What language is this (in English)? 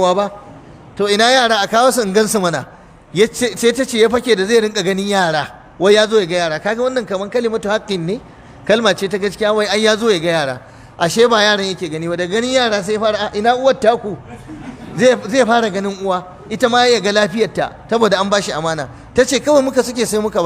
Hausa